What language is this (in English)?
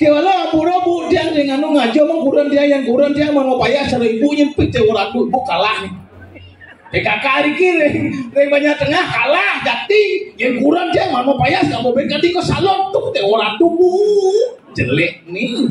Balinese